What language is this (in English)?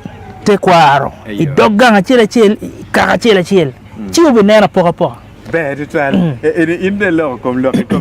Acoli